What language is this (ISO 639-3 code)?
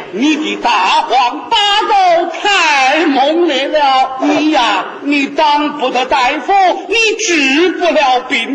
zho